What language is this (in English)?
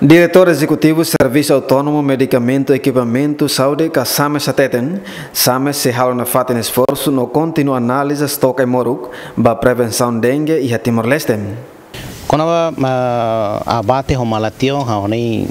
Tetum